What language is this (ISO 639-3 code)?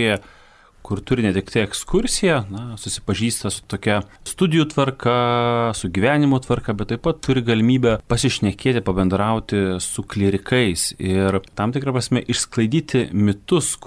lit